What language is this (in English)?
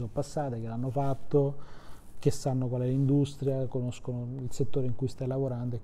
Italian